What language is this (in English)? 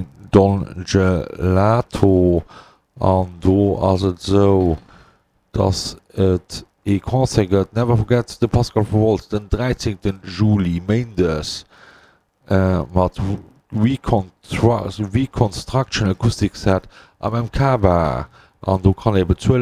Luxembourgish